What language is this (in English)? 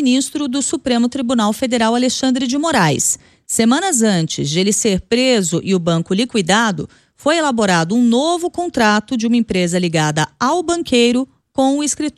Portuguese